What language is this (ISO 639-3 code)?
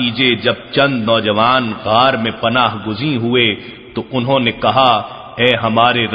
urd